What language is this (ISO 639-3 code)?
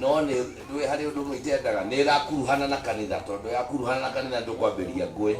kik